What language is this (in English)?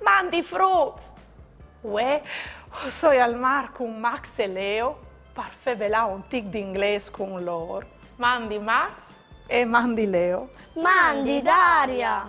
Friulian